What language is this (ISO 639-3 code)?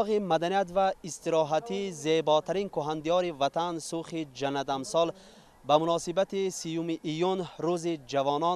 tgk